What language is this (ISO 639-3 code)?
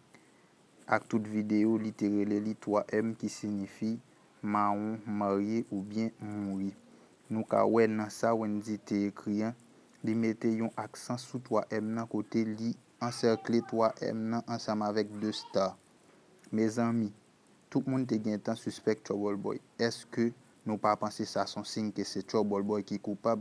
hat